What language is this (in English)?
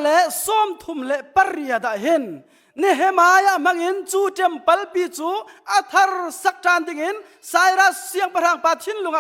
Hakha Chin